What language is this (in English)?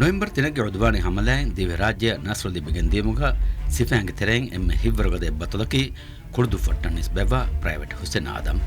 Divehi